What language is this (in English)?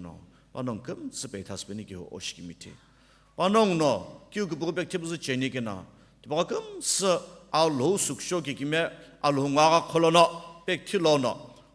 Sumi Naga